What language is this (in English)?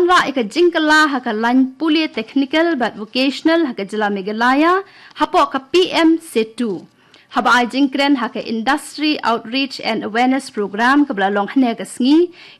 Khasi